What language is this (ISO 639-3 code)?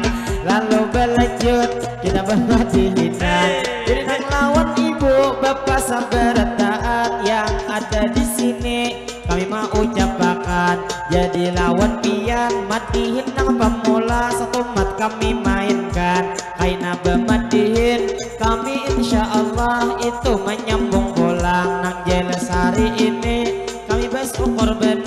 bjn